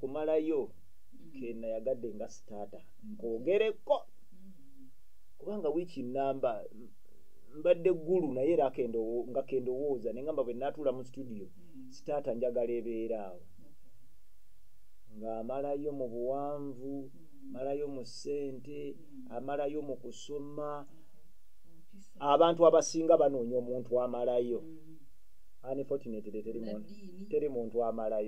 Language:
Ganda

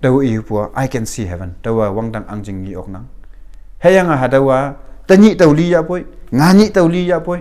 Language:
Konyak Naga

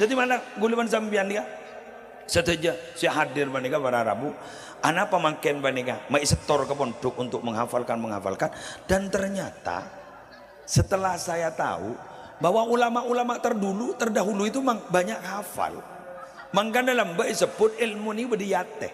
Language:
Madurese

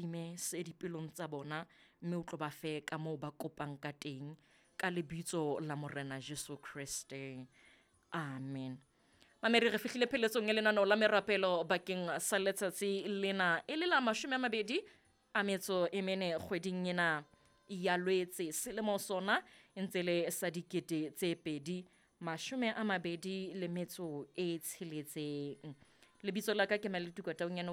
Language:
Southern Sotho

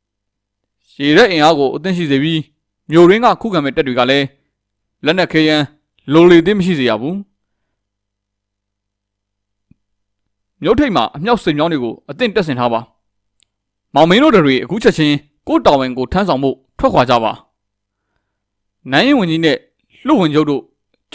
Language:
Burmese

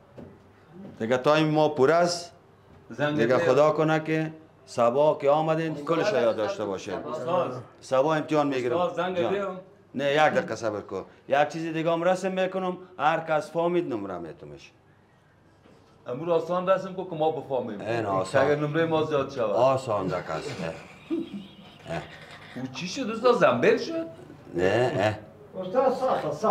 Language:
Persian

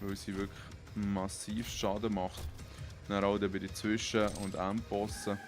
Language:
Swiss German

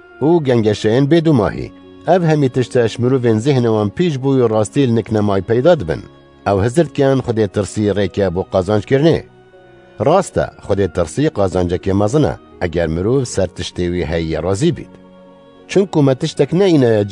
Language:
Kurdish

